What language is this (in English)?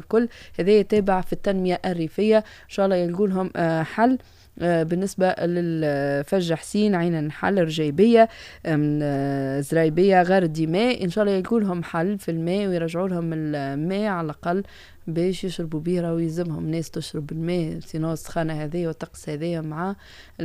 Tunisian Arabic